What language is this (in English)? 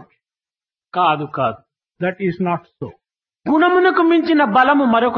Telugu